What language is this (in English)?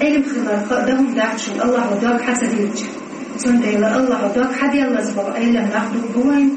Chechen